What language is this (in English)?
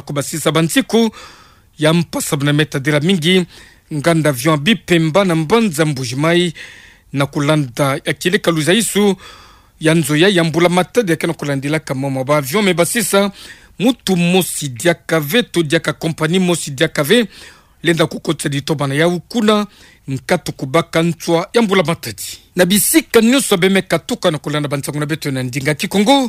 Kituba (Democratic Republic of Congo)